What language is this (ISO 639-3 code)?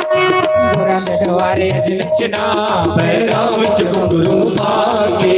doi